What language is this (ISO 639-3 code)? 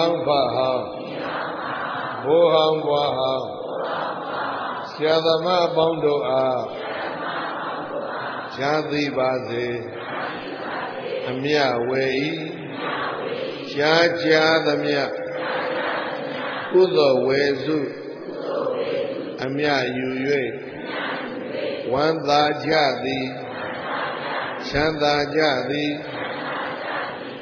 mya